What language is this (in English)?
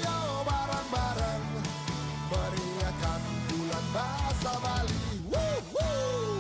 Balinese